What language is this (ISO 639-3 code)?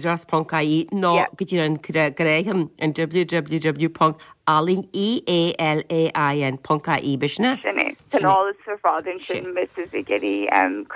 gle